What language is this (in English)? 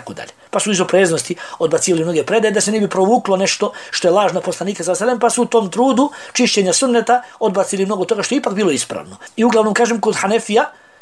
Bosnian